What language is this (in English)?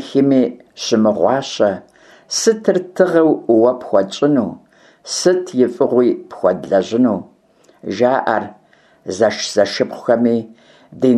Kabardian